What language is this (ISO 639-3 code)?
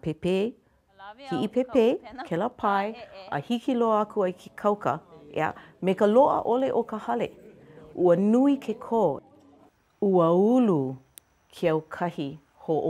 haw